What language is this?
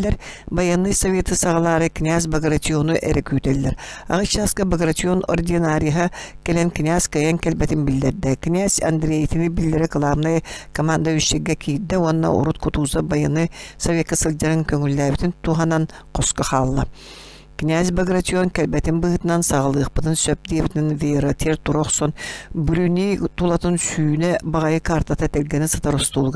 Yakut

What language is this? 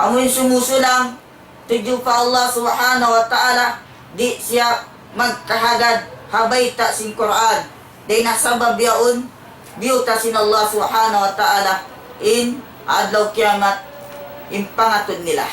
Tausug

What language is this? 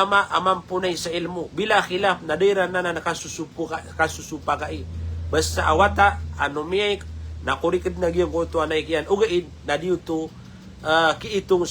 Maranao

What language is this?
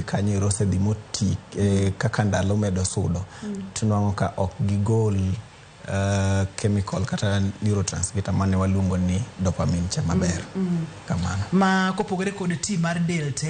Luo (Kenya and Tanzania)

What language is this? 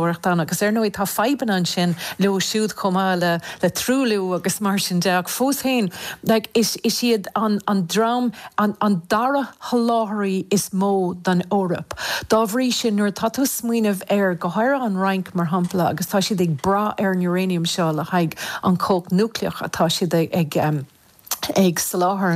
Irish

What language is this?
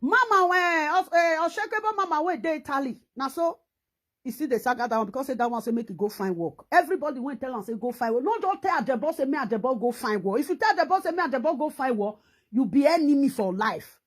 Nigerian Pidgin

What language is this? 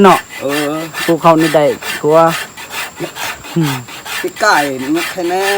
Lao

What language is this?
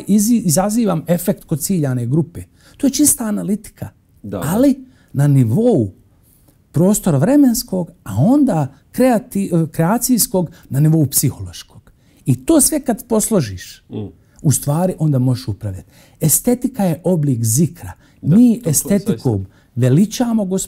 Bosnian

